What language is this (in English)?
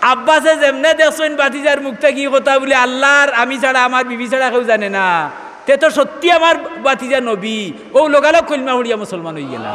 Sylheti